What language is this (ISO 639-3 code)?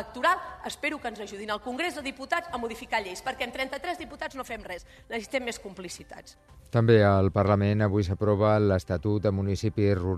cat